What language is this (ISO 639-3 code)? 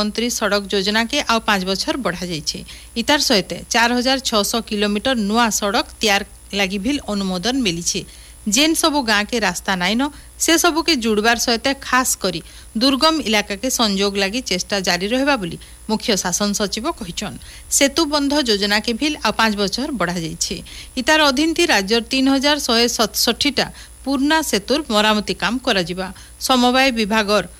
ori